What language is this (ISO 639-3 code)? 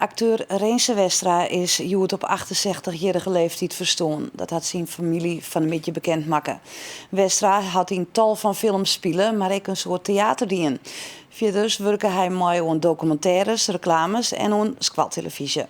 fry